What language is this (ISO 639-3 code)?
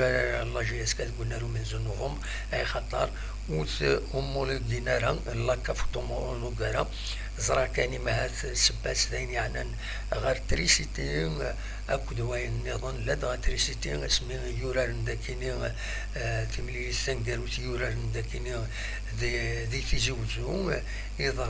kab